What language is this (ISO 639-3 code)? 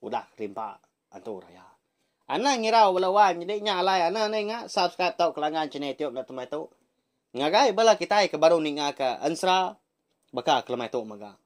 iba